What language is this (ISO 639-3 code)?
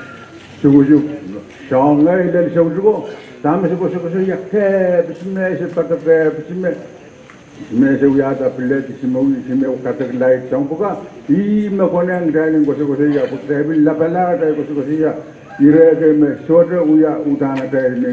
pon